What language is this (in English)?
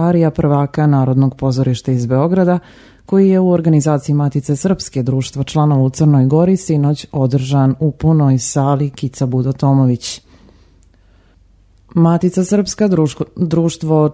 Serbian